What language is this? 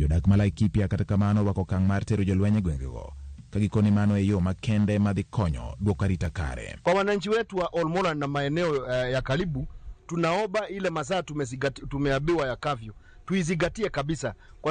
Luo (Kenya and Tanzania)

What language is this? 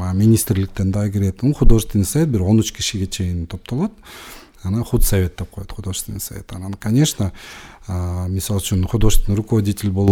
Kyrgyz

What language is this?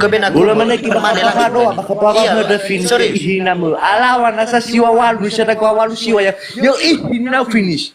Nias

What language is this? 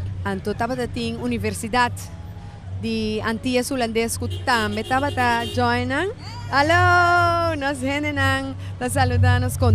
Papiamento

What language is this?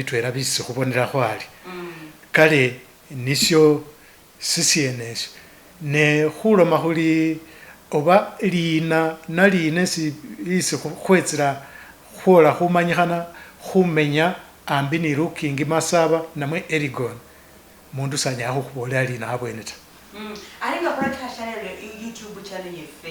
Masaaba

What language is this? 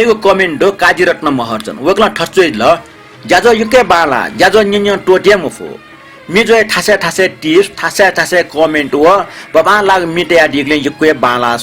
Newari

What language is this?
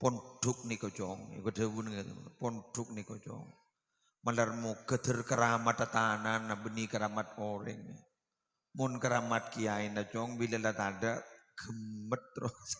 Madurese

